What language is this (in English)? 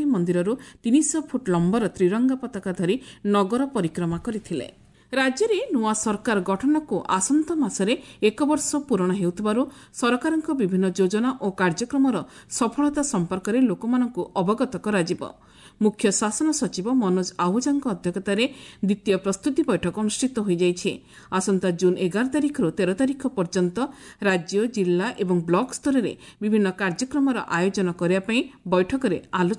Odia